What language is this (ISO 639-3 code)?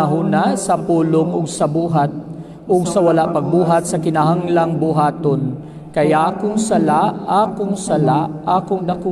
ceb